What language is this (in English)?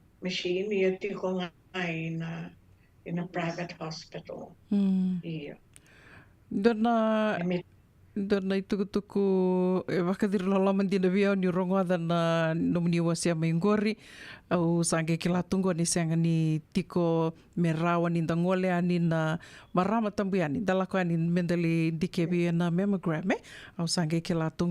Fijian